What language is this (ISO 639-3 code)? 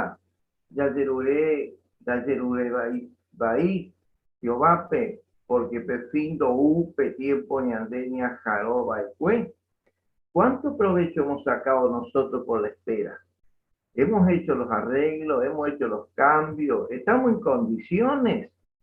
grn